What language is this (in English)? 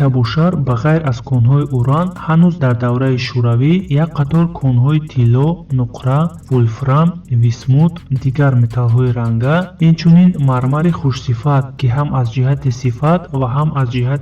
Tajik